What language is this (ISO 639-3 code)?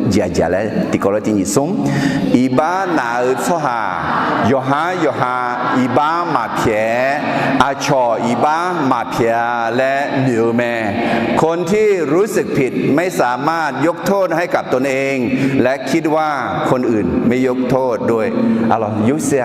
ahk